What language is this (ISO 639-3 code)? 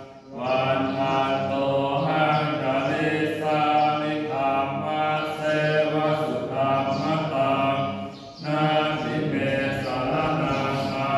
pli